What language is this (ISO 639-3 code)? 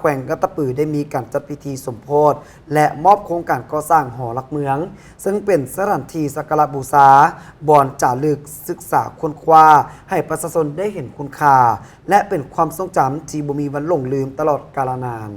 lao